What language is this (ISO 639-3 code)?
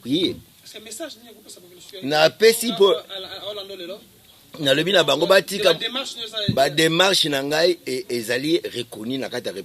lin